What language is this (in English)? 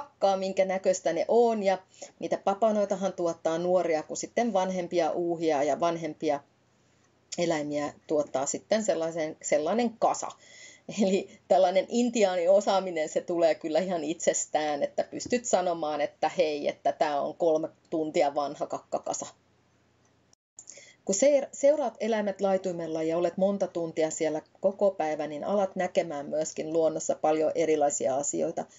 Finnish